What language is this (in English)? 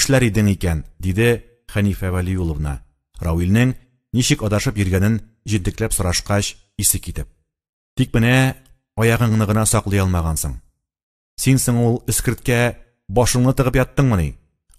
Tatar